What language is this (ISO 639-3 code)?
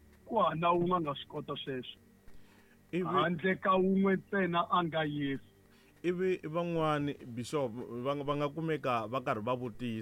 tso